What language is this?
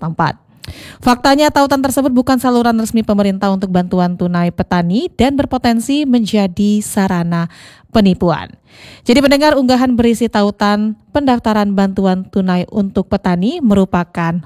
Indonesian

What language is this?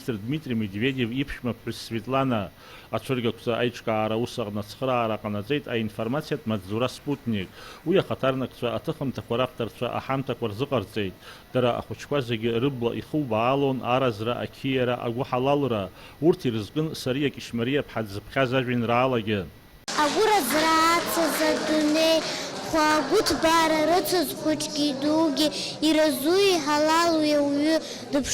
Abkhazian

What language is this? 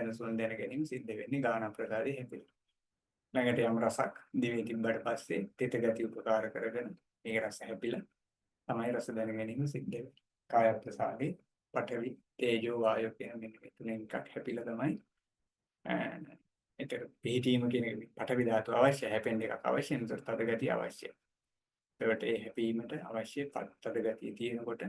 Sinhala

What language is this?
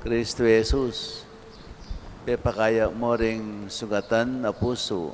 Pampanga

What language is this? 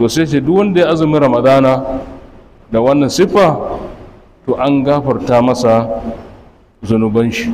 Hausa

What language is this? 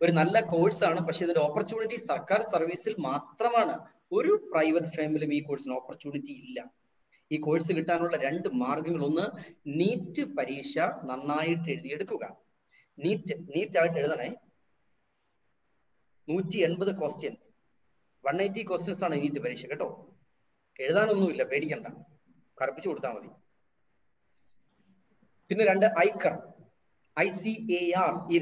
Malayalam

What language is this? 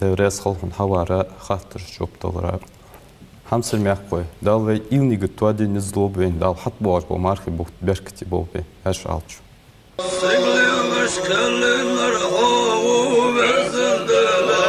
Ingush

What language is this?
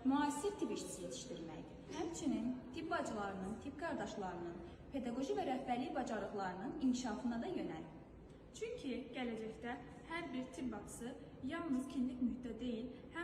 Azerbaijani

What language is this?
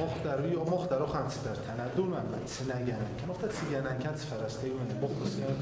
Ossetic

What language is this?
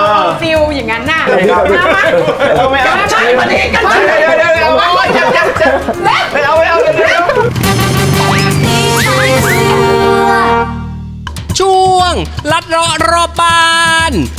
Thai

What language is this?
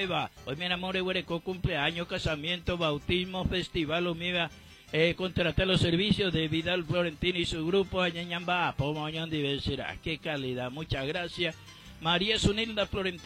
Guarani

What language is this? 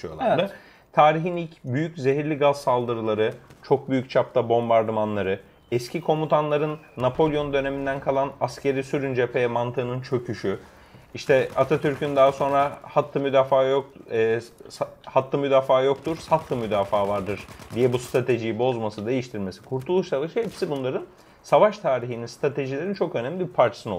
Turkish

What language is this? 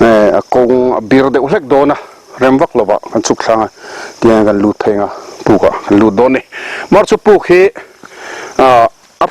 Mizo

